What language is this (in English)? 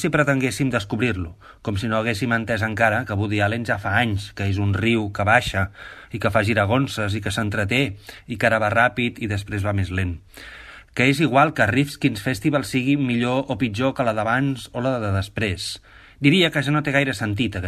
Catalan